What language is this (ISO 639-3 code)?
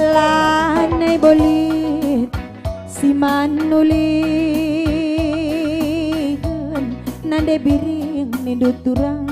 btx